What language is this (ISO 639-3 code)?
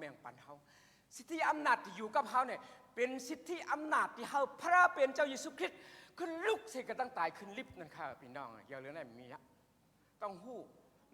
shn